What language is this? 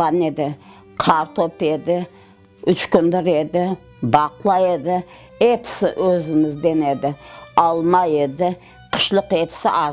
Crimean Tatar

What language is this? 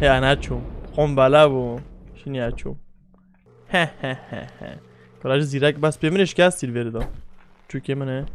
Kurdish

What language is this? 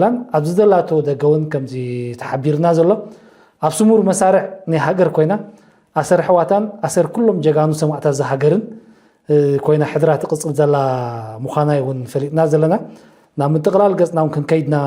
Tigrinya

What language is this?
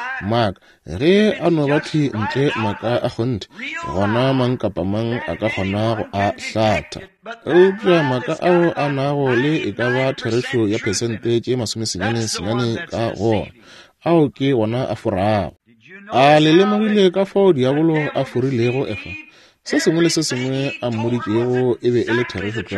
Northern Sotho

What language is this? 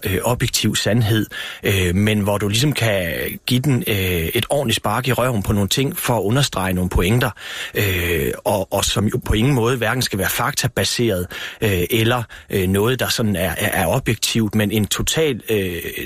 Danish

